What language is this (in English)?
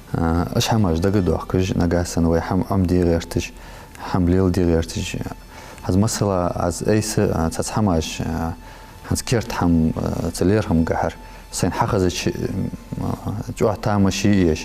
Ingush